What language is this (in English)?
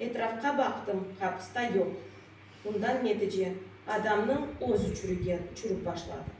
Crimean Tatar